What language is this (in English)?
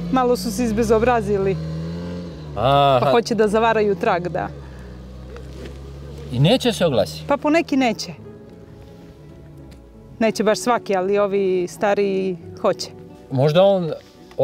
Serbian